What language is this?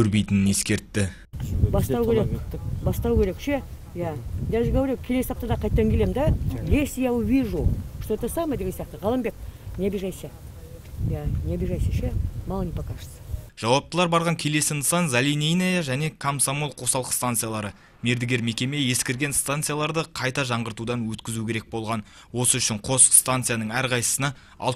Kazakh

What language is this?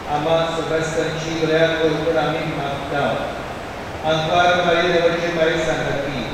Konkani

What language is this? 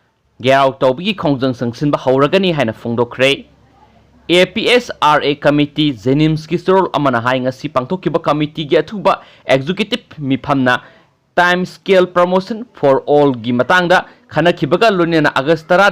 Manipuri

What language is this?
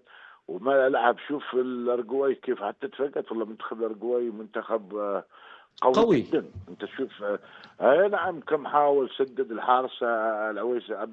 North Levantine Arabic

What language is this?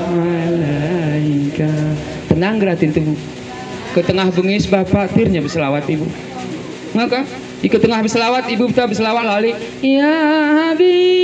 Gayo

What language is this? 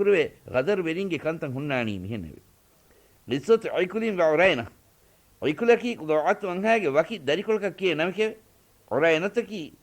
Divehi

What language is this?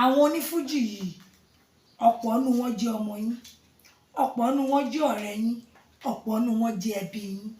Yoruba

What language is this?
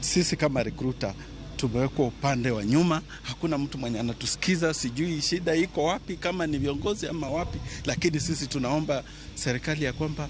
Luo (Kenya and Tanzania)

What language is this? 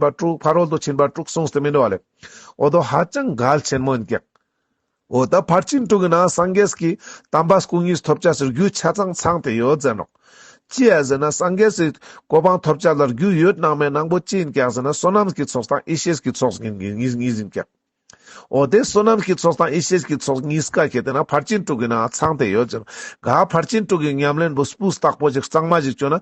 Ladakhi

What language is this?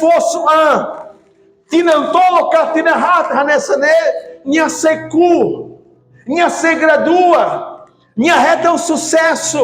Tetum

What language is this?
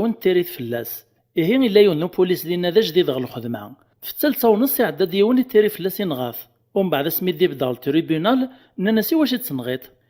Kabyle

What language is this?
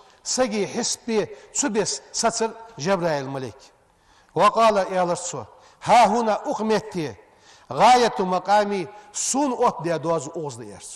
Ingush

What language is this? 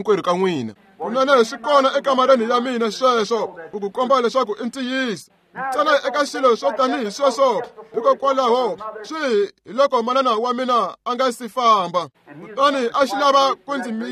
Tsonga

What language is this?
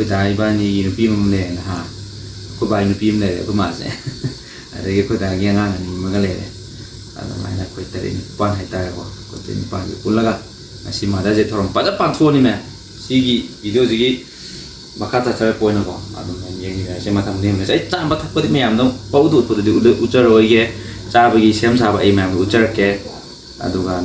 Manipuri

